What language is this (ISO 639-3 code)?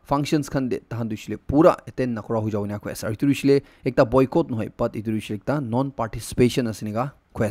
nag